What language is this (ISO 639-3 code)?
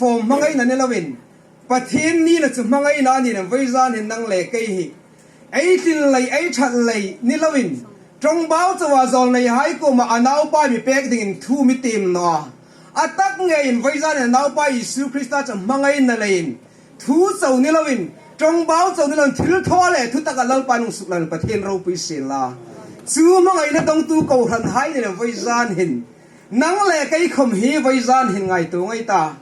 hmr